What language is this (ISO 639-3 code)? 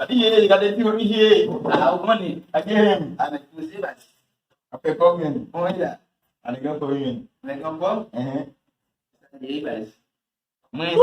hat